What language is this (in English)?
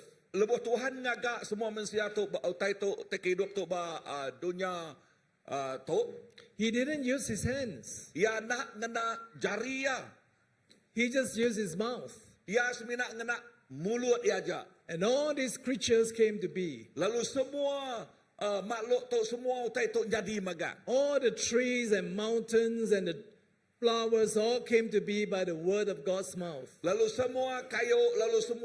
Iban